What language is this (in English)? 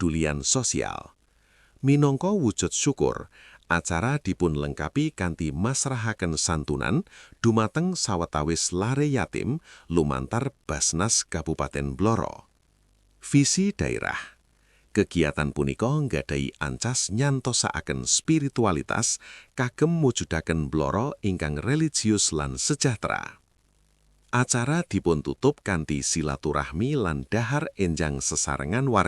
Javanese